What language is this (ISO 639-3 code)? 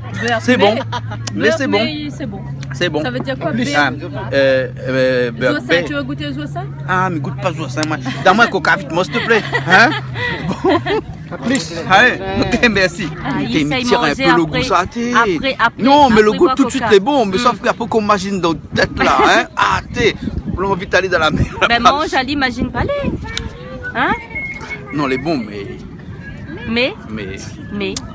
rcf